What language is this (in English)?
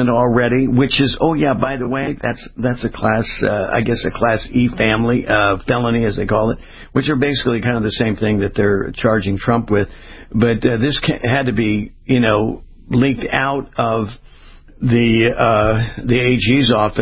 English